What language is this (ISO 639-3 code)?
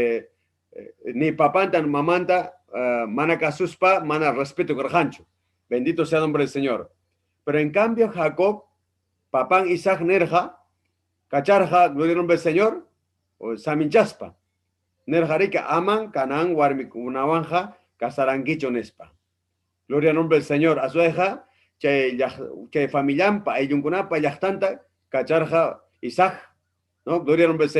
quy